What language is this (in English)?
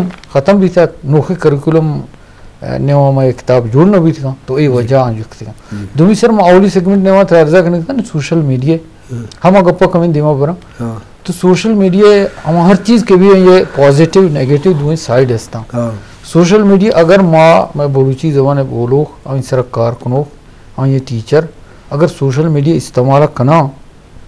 Eastern Balochi